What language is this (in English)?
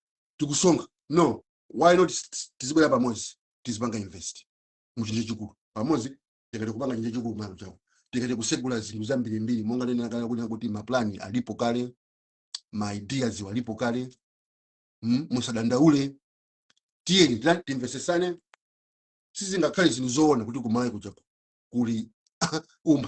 Nyanja